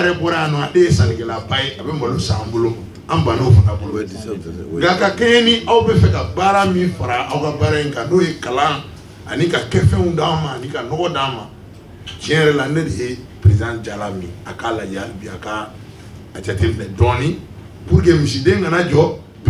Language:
Bambara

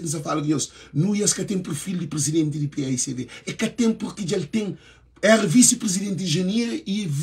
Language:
Kabuverdianu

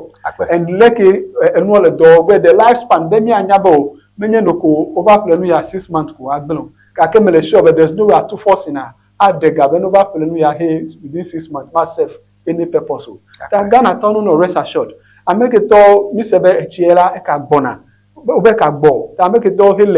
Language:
Ewe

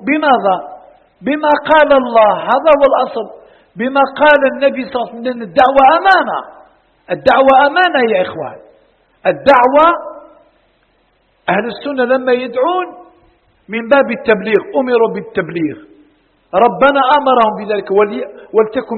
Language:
Arabic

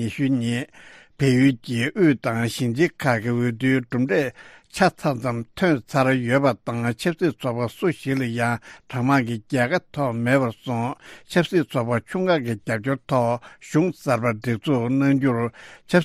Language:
Tibetan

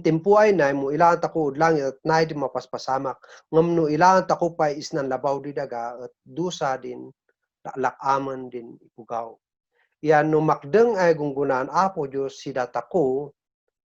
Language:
Kankanaey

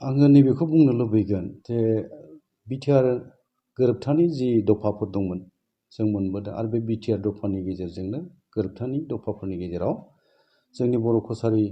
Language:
Bodo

